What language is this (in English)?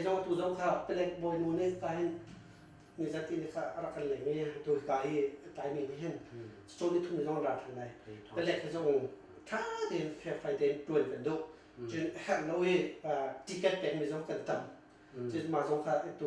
Hakha Chin